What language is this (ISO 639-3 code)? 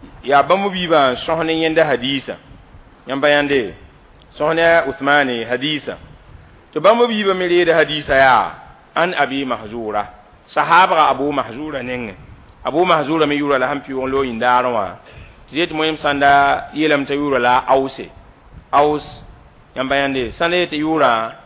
mos